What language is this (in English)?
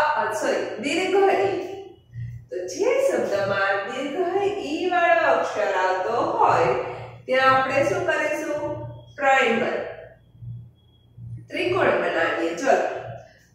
Gujarati